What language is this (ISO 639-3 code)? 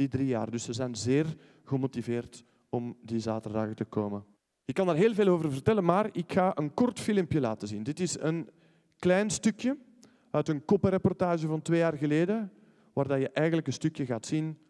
nld